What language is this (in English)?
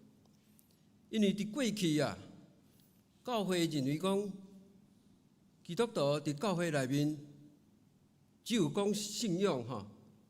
Min Nan Chinese